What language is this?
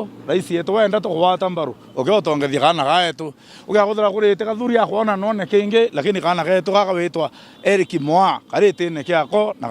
Meru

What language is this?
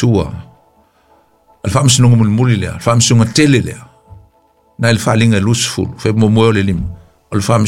Samoan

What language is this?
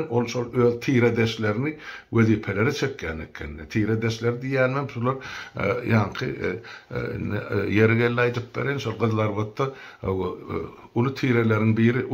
Turkmen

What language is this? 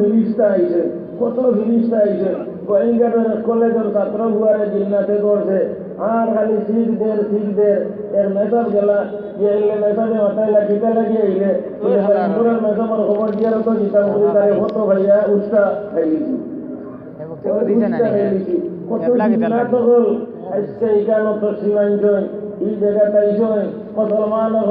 Sylheti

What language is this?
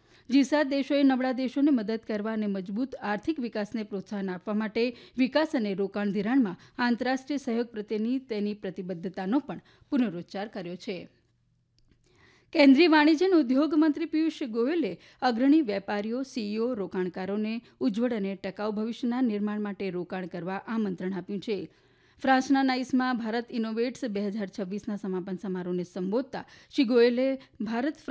Gujarati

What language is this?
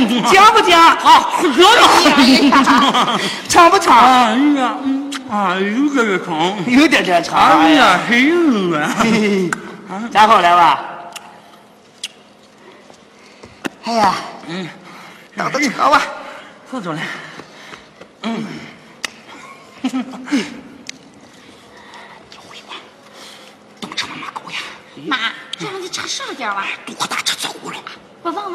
Chinese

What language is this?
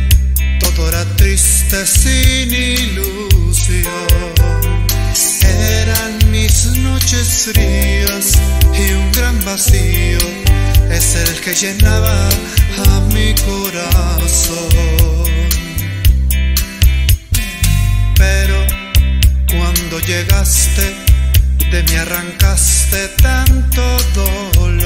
Spanish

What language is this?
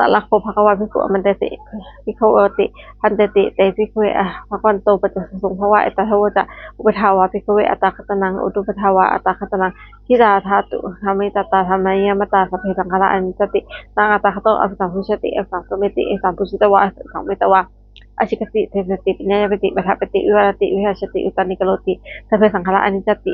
Pali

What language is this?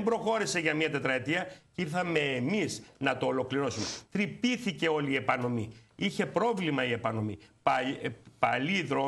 Greek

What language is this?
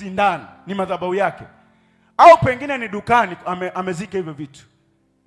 Swahili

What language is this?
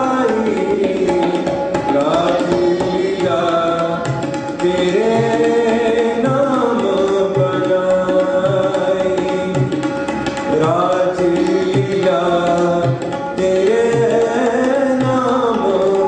Hindi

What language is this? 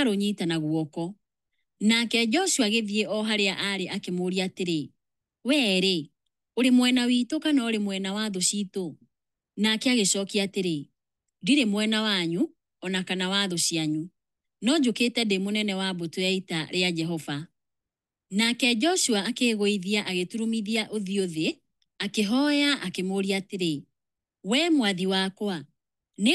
Kikuyu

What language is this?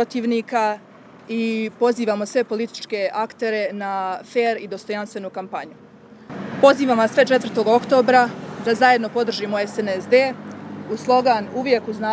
Serbian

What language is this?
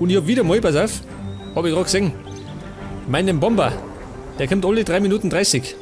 Bavarian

